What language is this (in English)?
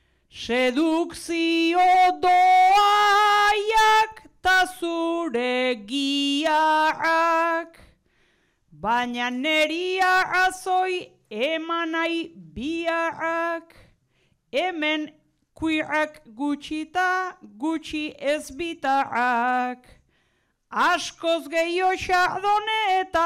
Basque